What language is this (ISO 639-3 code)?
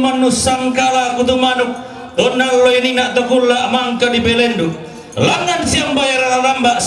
sda